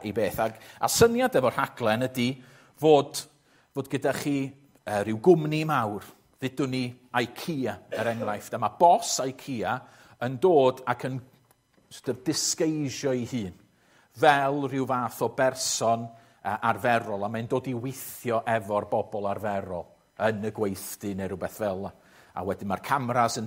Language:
Welsh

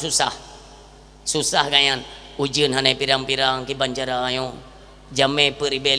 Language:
Achinese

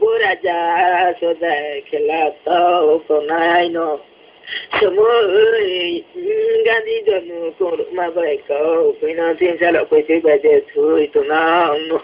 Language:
Riang (India)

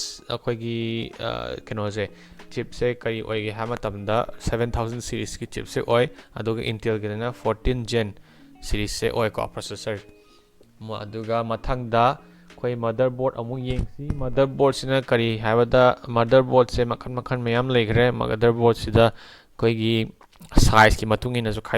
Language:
Manipuri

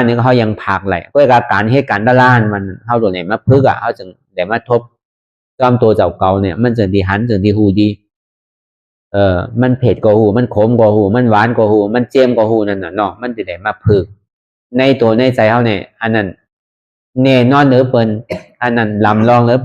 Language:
Shan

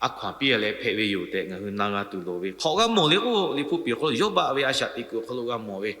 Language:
Lahu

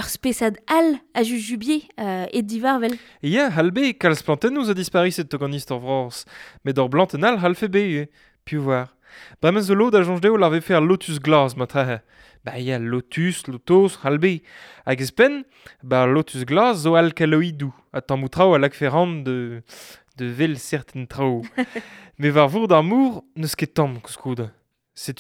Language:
Breton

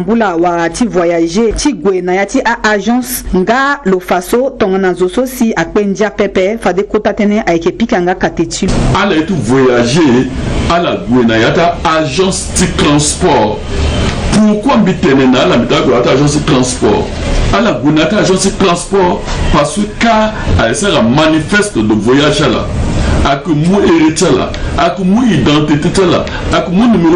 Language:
Sango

